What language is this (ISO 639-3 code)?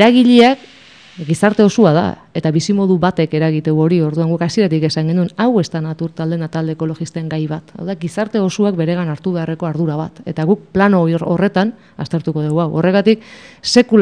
eus